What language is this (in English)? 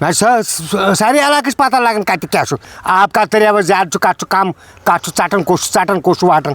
Kashmiri